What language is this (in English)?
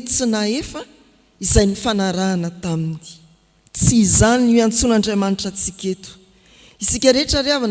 Malagasy